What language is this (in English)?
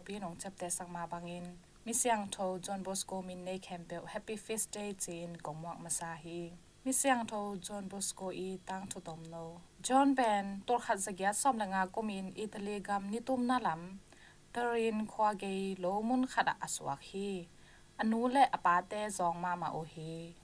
Tedim Chin